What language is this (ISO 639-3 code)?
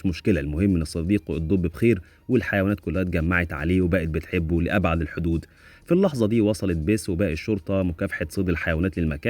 arz